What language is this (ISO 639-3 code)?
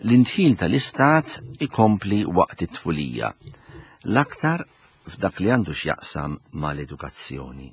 mlt